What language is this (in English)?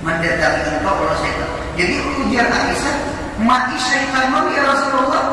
Banjar